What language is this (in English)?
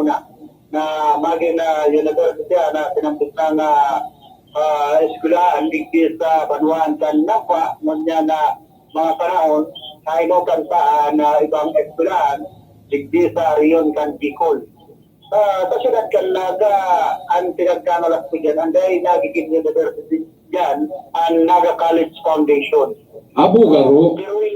Bikol